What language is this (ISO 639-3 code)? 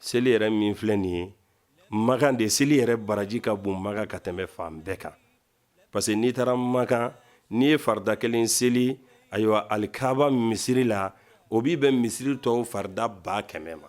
bam